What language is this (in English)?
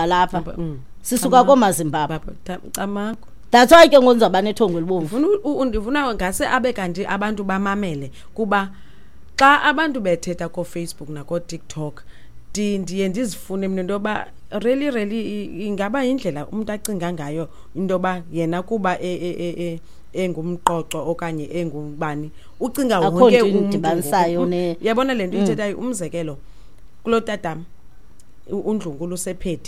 Xhosa